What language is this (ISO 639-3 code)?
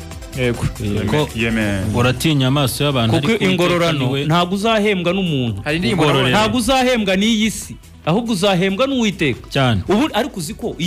kin